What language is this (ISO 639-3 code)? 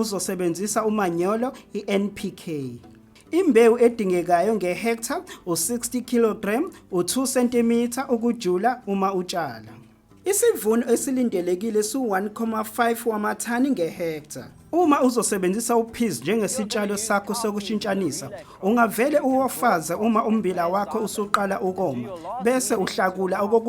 zul